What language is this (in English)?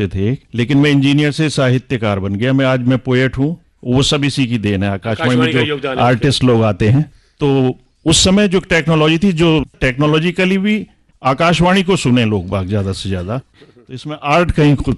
Hindi